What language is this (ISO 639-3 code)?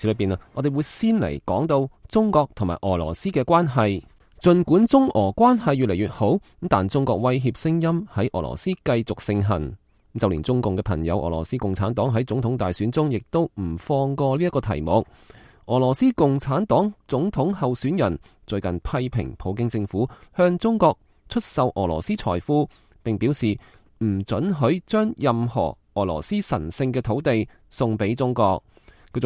yue